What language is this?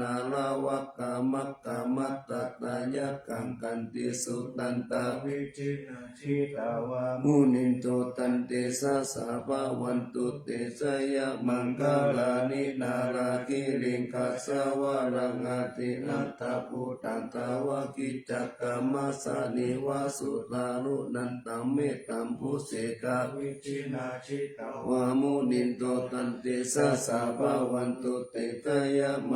Pali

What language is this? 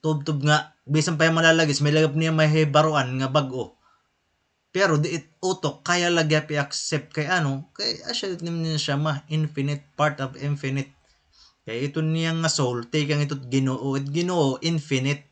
Waray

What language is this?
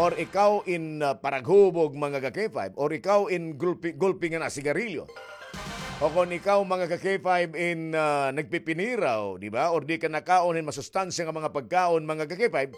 Waray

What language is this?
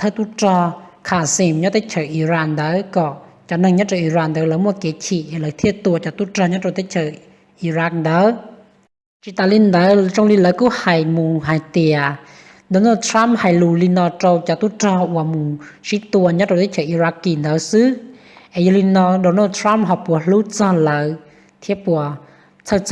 Hmong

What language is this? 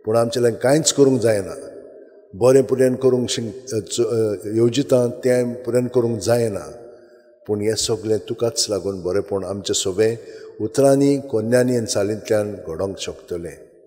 Konkani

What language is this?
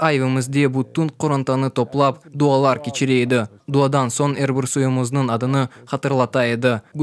Crimean Tatar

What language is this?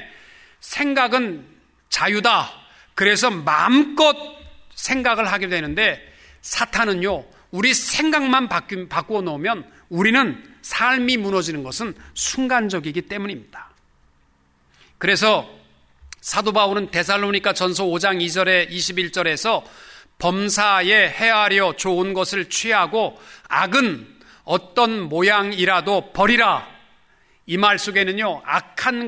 Korean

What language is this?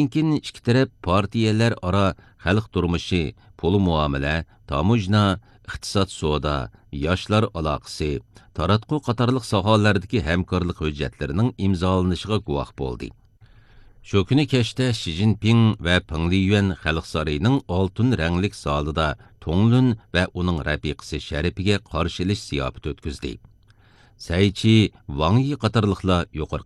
Uyghur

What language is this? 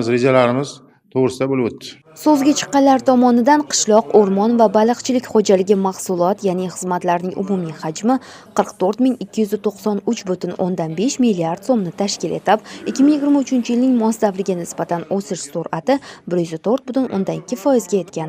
Uzbek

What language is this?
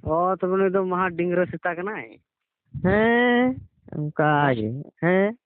Santali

